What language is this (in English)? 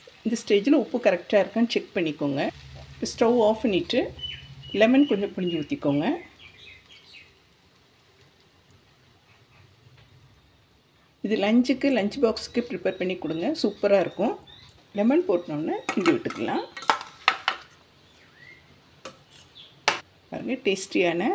Tamil